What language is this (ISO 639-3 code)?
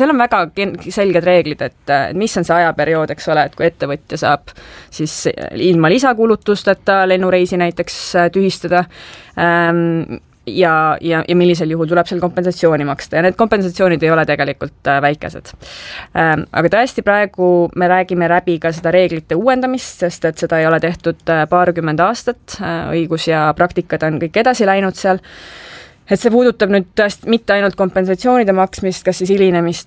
est